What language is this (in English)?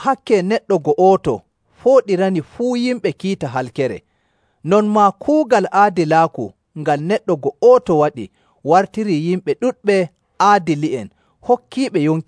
Nigerian Fulfulde